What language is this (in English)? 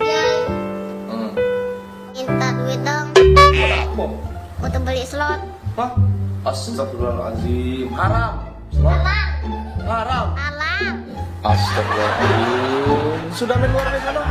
Musi